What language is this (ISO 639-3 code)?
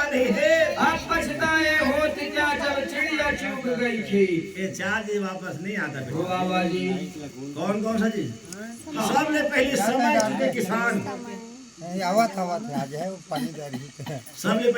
hne